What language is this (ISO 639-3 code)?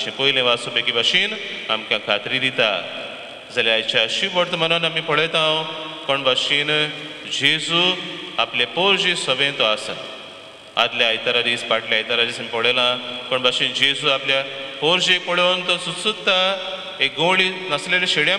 kok